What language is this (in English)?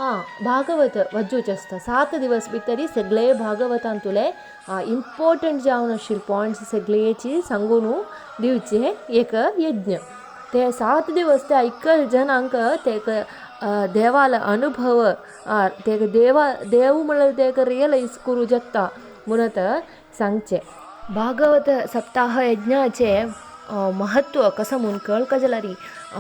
Konkani